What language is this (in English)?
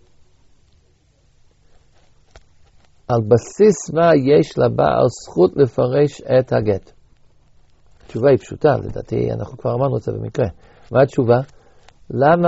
Hebrew